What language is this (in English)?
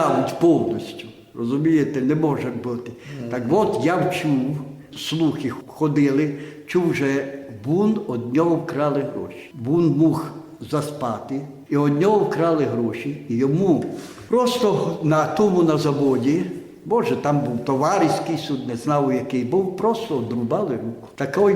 Rusyn